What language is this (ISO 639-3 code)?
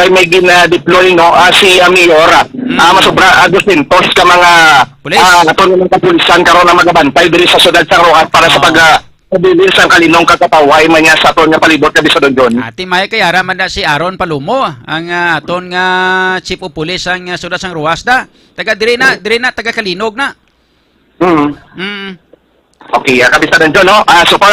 hil